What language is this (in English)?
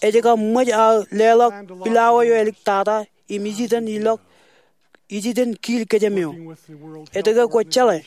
Marshallese